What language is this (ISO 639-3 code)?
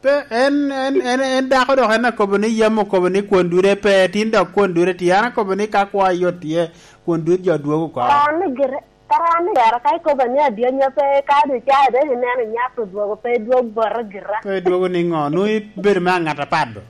laj